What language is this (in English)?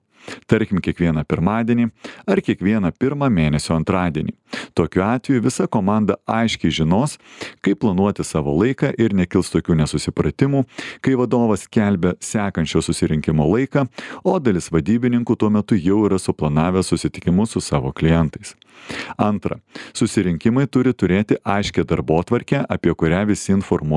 Lithuanian